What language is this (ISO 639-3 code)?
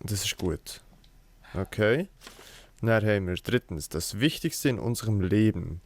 gsw